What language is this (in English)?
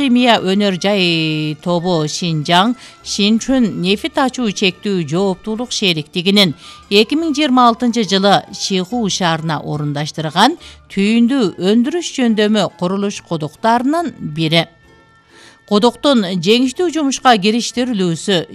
Kyrgyz